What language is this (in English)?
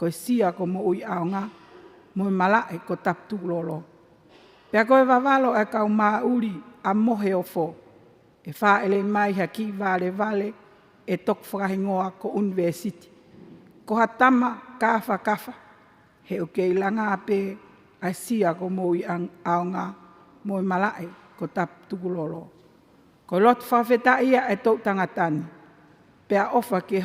Tongan